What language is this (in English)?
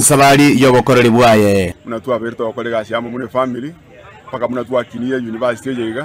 Gusii